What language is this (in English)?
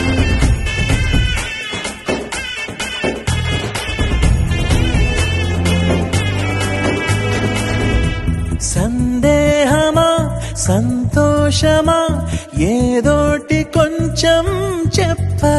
Telugu